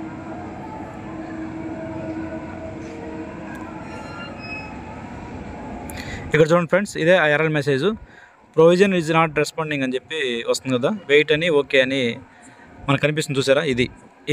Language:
Telugu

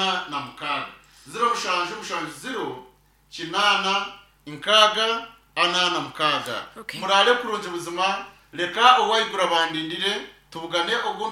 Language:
Nyankole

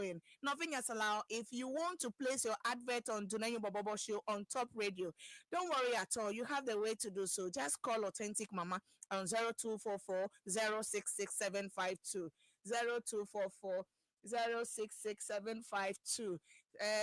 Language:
Ewe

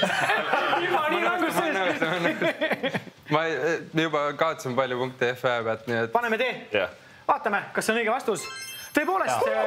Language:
Estonian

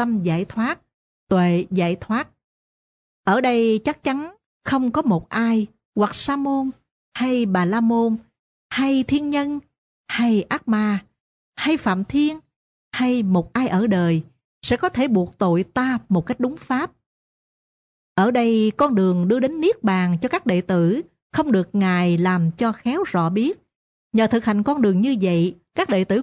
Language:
Vietnamese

